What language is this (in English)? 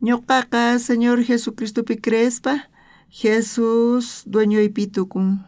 South Bolivian Quechua